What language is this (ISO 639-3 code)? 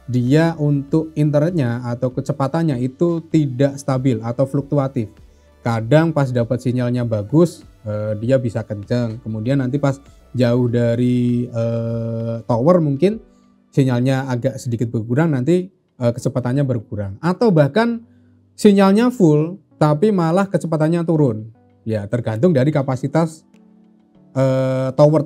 ind